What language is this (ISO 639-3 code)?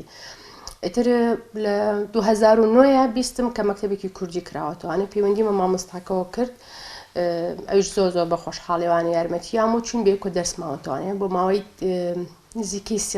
ckb